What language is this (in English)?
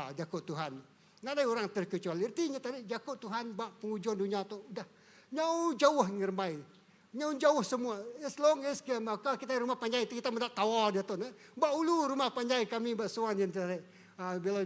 Iban